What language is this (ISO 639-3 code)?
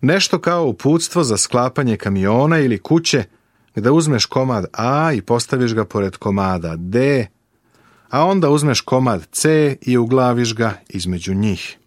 srp